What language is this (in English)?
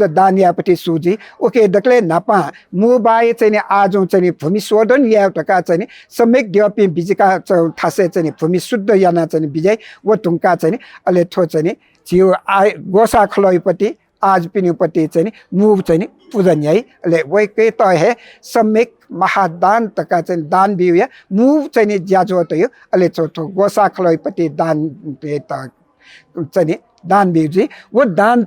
Newari